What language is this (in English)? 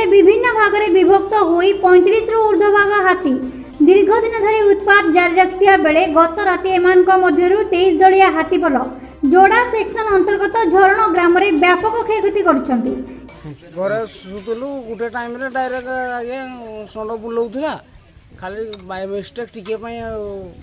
Odia